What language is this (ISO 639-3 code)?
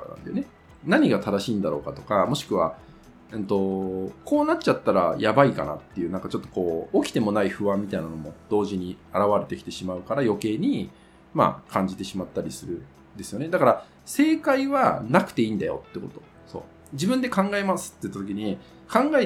jpn